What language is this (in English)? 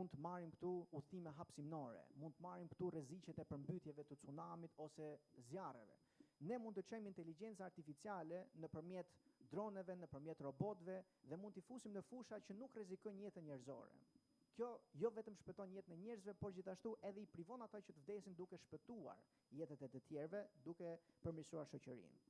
Albanian